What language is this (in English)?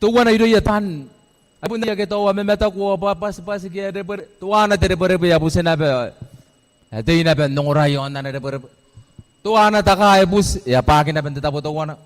Gilbertese